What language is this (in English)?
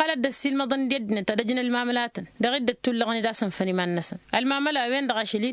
Tamasheq